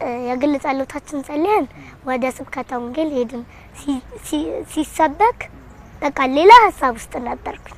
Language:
Amharic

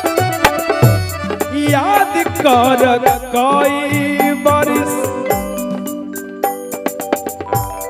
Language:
Bhojpuri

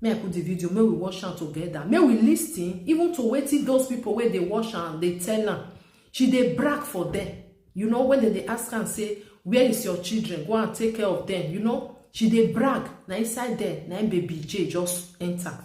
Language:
Nigerian Pidgin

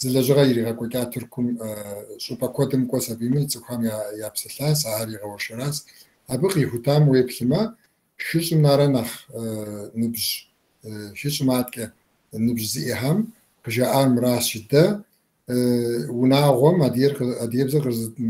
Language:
Kabardian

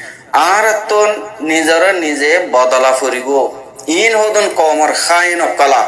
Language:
Rohingya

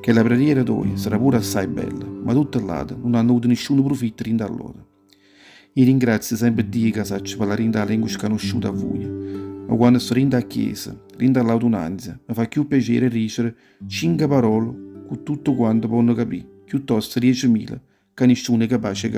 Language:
Neapolitan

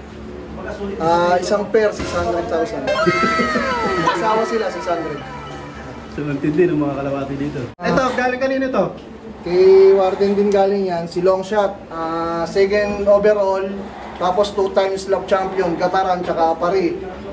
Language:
Filipino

